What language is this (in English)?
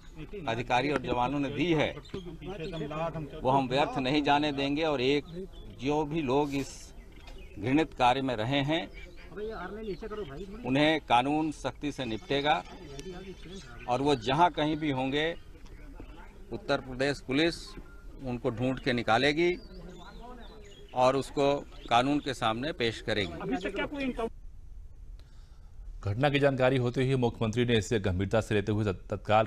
Hindi